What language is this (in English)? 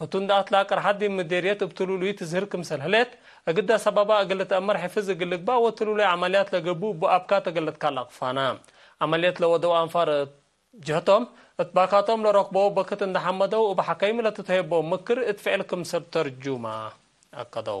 Tigre